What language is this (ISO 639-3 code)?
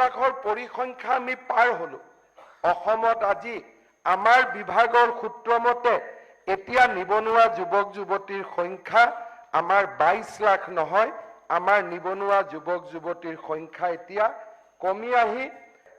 asm